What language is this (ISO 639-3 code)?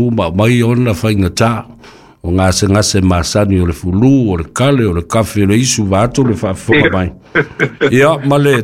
smo